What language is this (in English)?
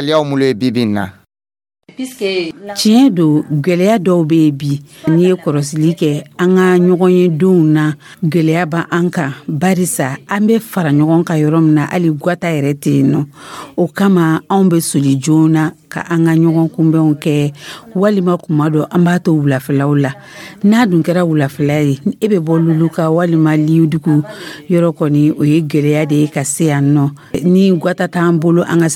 Dyula